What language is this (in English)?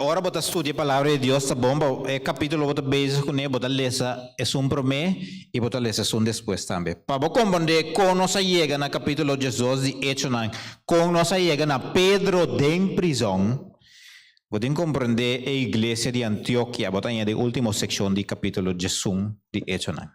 Papiamento